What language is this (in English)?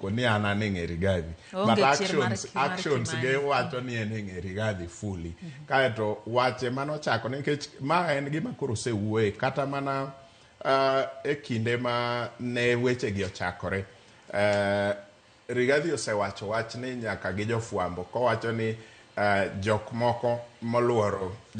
Luo (Kenya and Tanzania)